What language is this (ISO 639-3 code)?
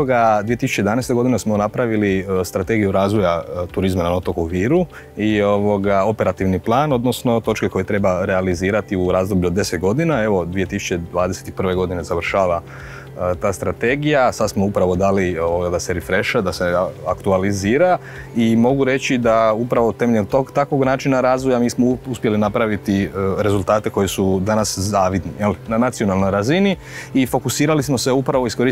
hrv